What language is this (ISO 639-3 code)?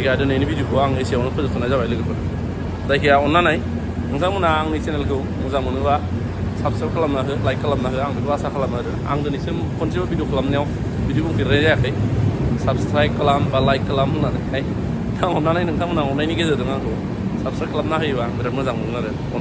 brx